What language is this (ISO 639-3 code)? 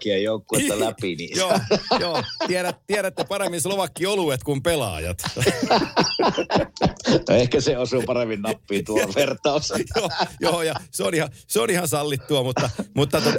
fin